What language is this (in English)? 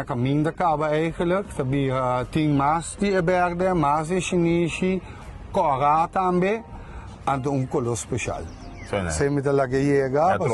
Papiamento